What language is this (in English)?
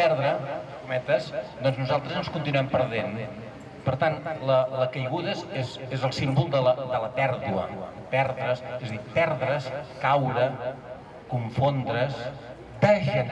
Catalan